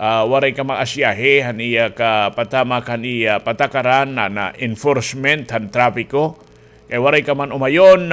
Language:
Waray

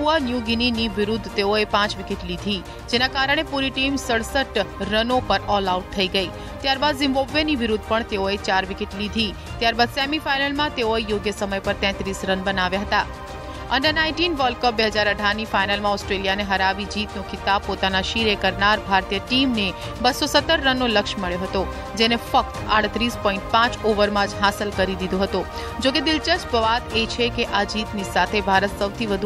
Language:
Gujarati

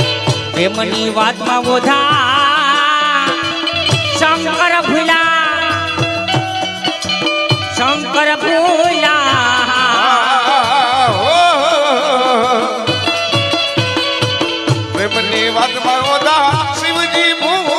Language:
Gujarati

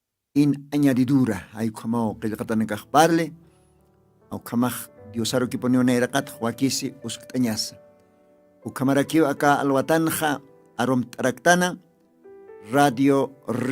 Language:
Aymara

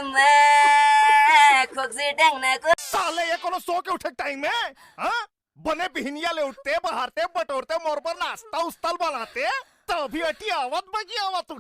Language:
Chhattisgarhi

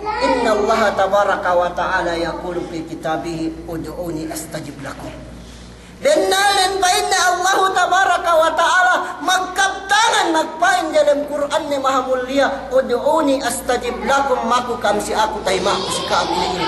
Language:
Yakan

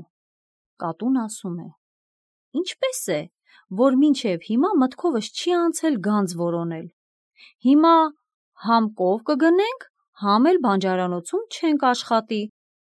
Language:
Armenian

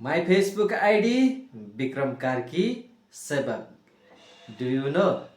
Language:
Nepali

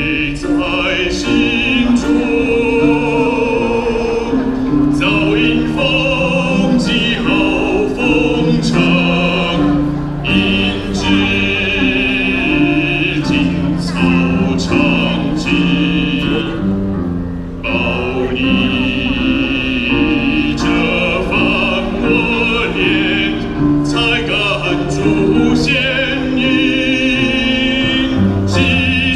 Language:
Chinese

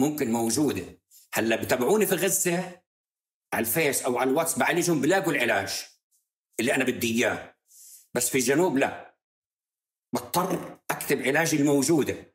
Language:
North Levantine Arabic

